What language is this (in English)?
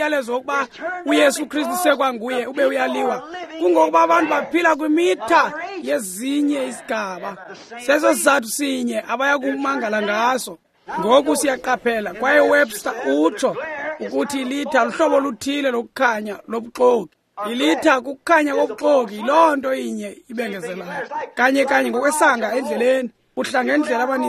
Xhosa